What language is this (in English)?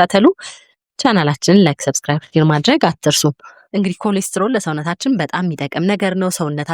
Amharic